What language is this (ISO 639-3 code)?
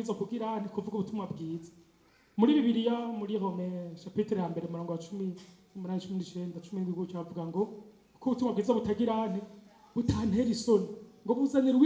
run